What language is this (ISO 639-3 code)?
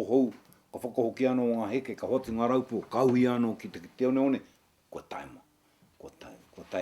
mri